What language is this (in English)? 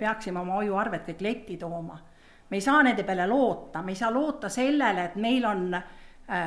Estonian